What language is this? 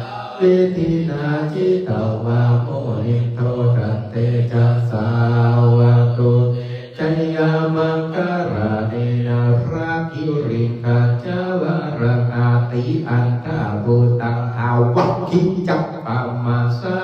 Pali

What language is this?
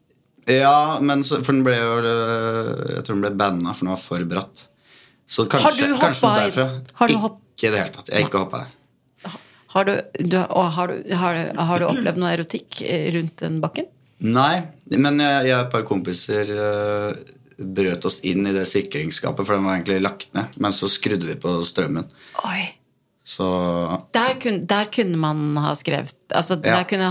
Norwegian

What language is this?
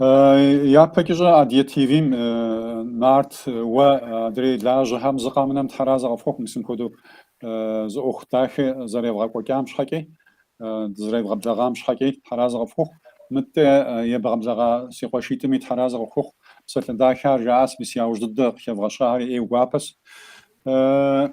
Kabardian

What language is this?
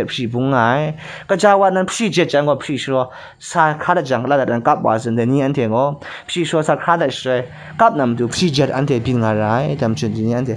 Kachin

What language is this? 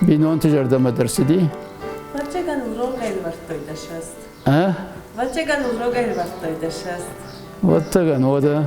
Ossetic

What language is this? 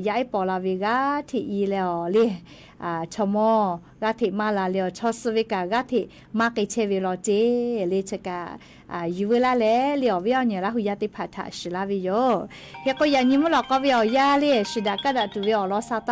Lahu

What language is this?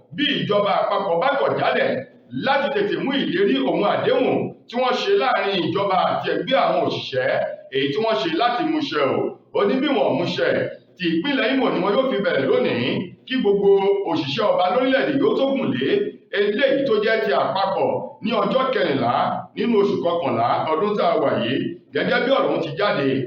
Yoruba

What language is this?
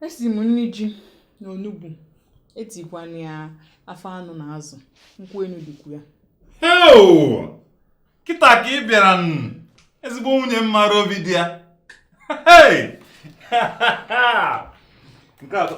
Igbo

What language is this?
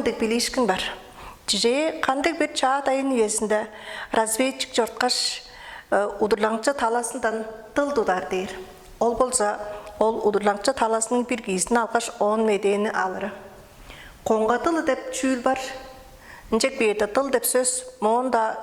Tuvinian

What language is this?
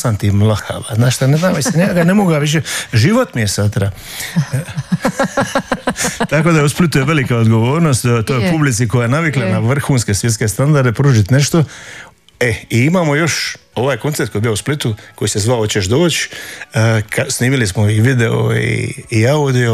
Croatian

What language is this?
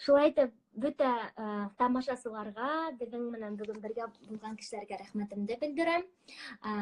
Bashkir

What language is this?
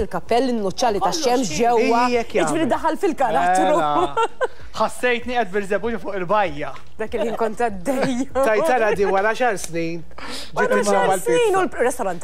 Maltese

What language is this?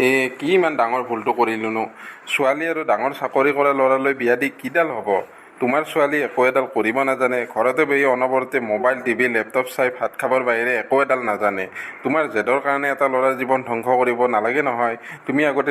Assamese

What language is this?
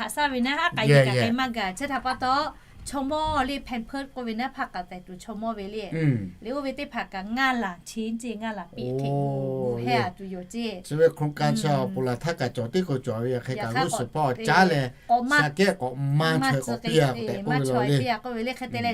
Lahu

